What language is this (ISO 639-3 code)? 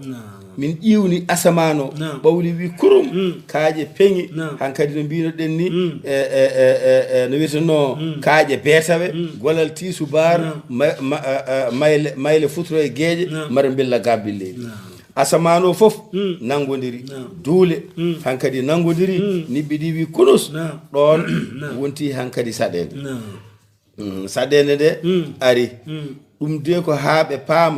ful